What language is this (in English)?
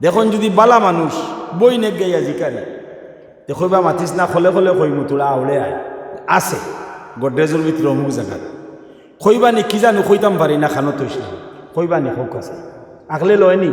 Sylheti